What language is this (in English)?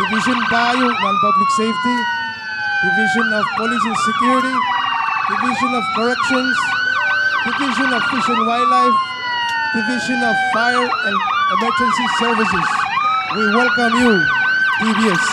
Pohnpeian